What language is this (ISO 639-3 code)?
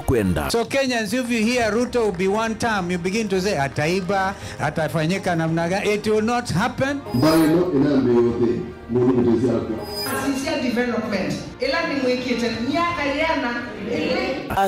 kam